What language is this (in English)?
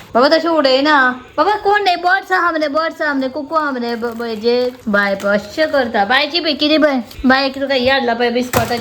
Konkani